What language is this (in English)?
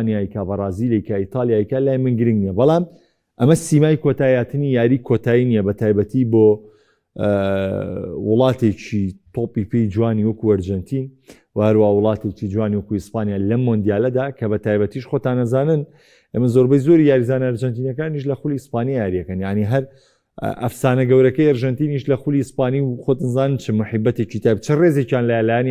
Central Kurdish